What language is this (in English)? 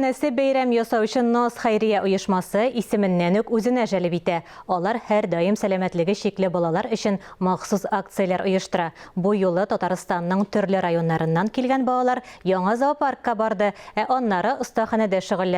Tatar